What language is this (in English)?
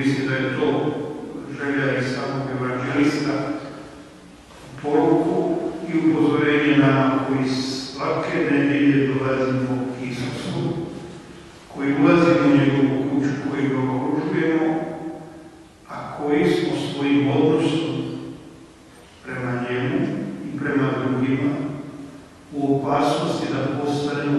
Croatian